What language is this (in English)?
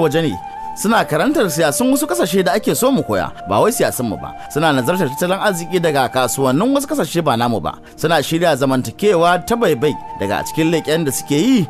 Hausa